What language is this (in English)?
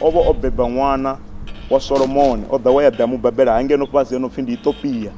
Venda